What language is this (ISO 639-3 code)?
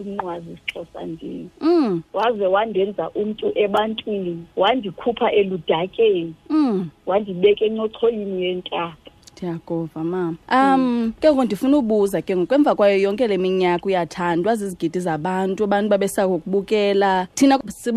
xho